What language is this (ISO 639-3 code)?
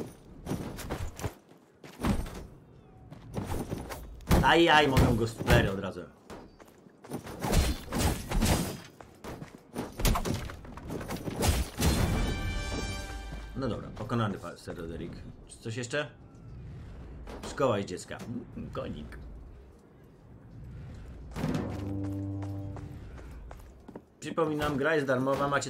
pol